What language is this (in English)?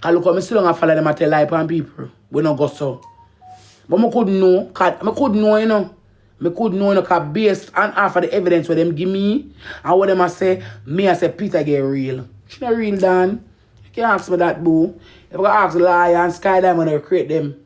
Jamaican Creole English